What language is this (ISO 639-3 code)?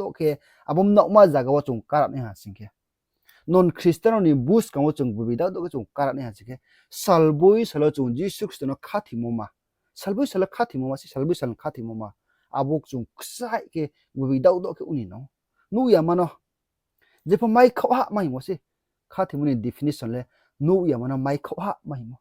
ria